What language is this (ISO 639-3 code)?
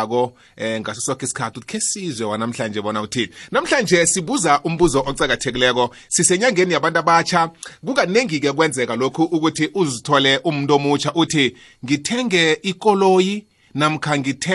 nbl